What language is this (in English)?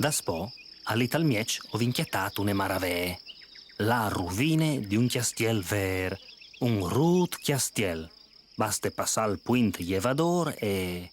Friulian